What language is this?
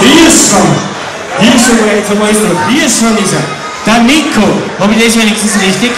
Bavarian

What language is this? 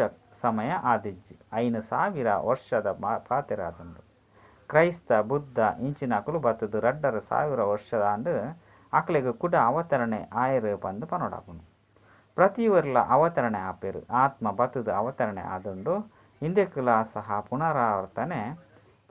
Tulu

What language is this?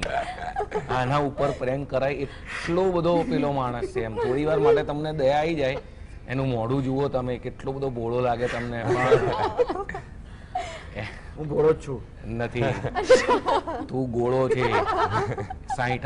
Gujarati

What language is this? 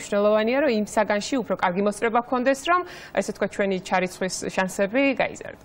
Georgian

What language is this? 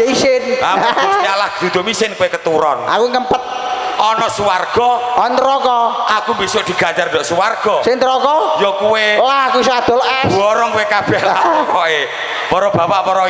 Javanese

